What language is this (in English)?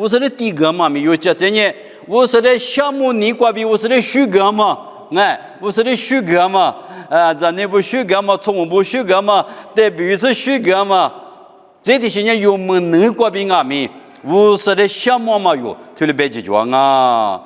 Lisu